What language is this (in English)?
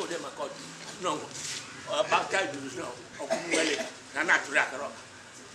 Igbo